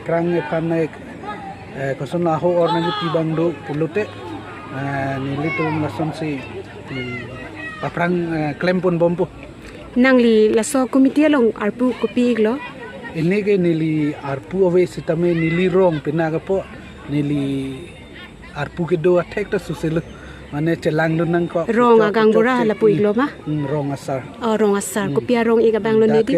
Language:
Karbi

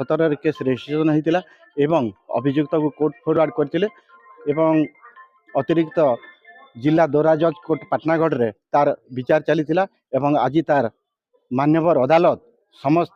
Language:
Odia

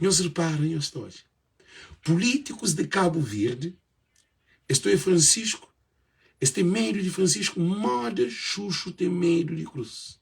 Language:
Kabuverdianu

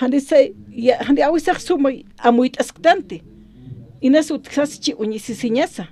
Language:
Aymara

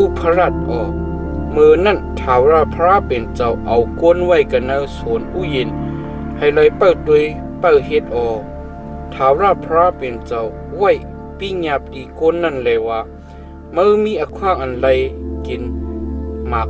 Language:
Shan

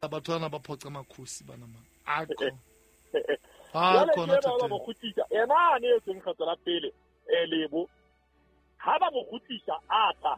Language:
Southern Sotho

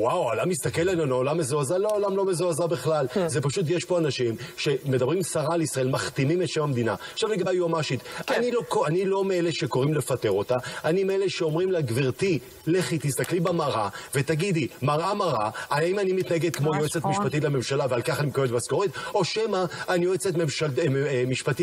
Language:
Hebrew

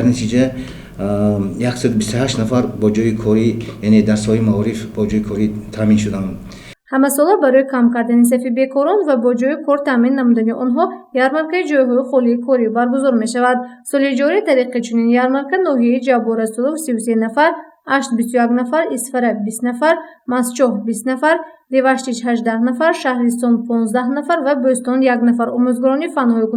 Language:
Tajik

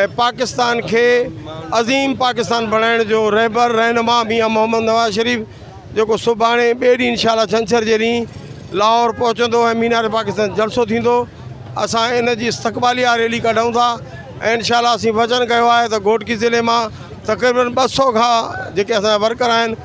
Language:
Sindhi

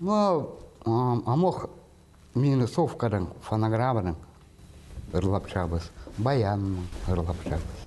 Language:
Khakas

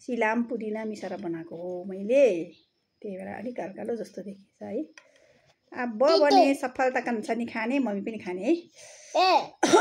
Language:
Nepali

